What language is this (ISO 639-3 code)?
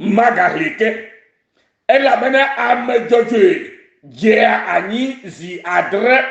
ewe